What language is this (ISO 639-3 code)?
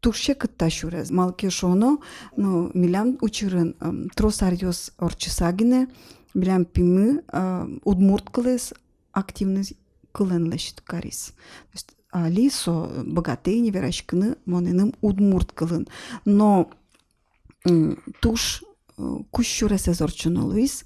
udm